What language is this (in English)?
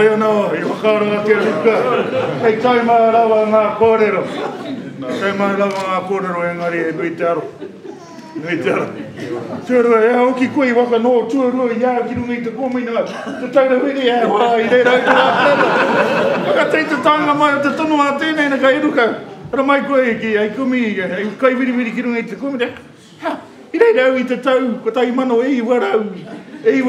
Māori